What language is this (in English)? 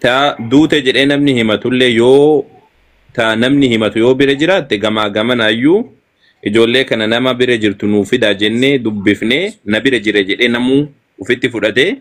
Oromo